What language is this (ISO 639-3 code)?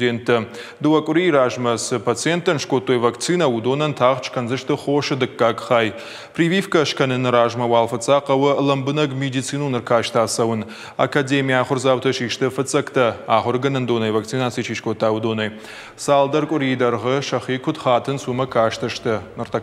oss